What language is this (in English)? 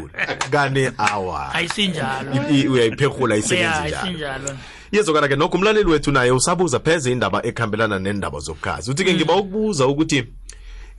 South Ndebele